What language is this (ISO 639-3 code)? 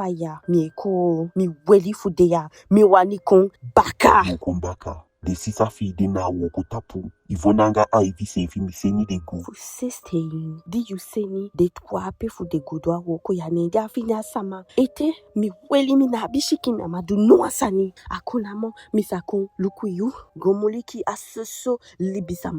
djk